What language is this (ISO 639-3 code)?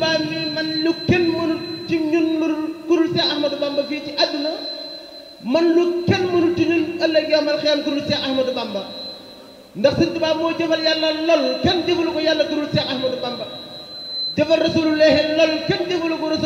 wol